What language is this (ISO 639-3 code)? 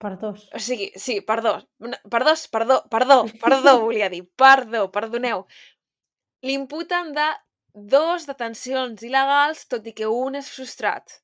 cat